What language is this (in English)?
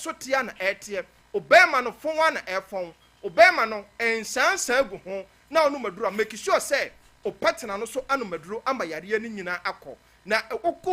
Akan